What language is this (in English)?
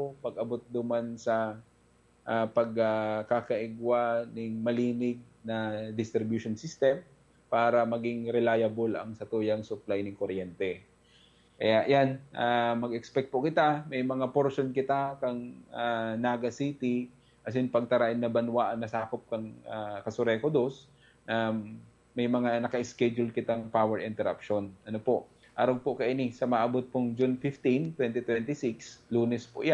Bikol